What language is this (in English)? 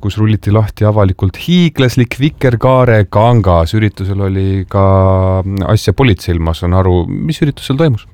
Estonian